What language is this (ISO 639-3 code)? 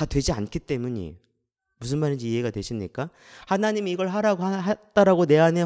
kor